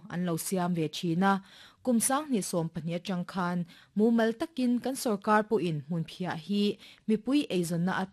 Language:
Mizo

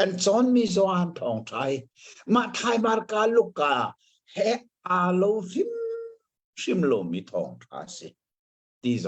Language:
Hakha Chin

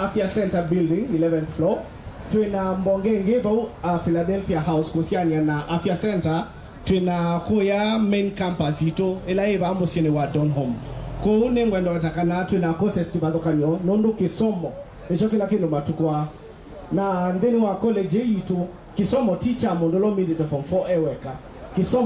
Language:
Kamba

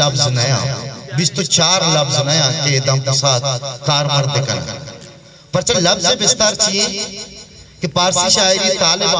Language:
Eastern Balochi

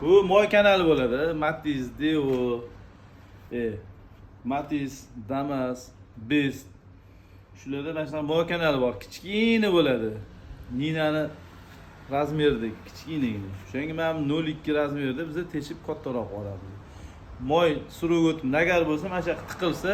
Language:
Uzbek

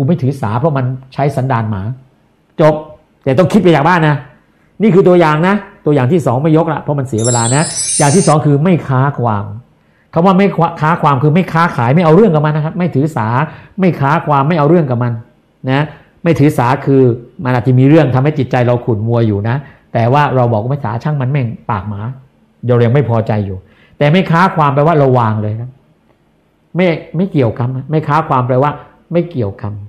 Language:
Thai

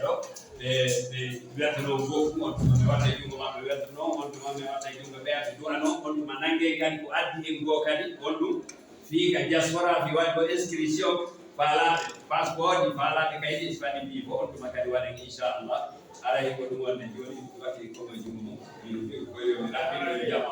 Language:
Fula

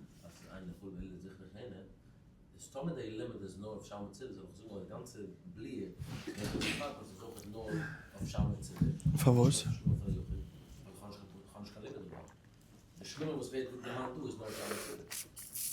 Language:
Yiddish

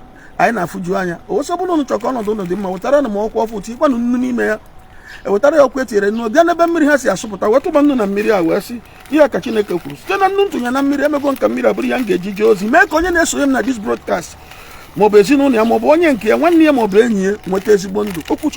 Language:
Igbo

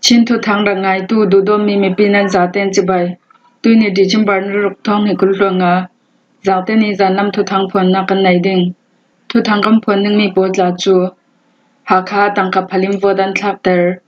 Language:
Falam Chin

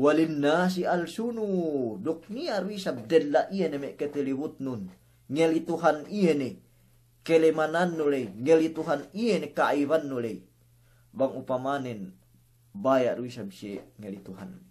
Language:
Yakan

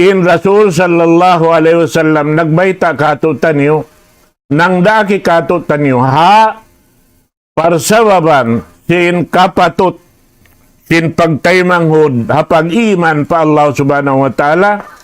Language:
Tausug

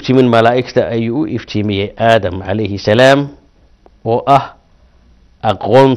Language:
Somali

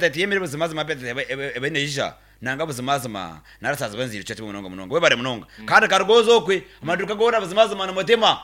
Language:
Nyankole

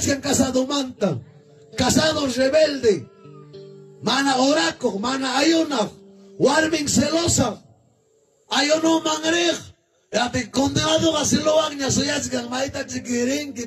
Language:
Ayacucho Quechua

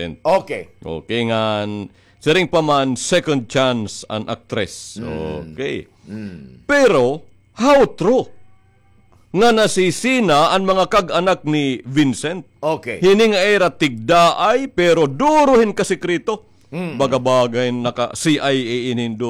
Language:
Waray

